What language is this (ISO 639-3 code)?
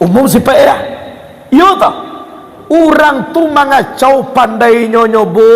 min